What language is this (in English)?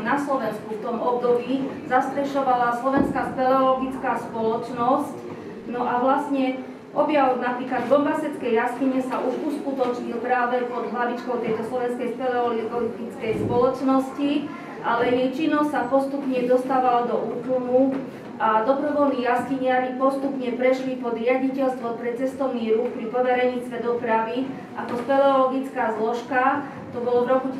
Slovak